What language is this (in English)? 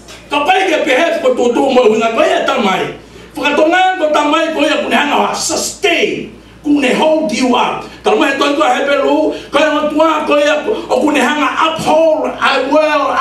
Tongan